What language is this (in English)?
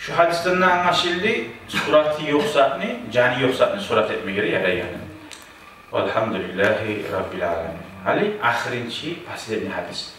Kumyk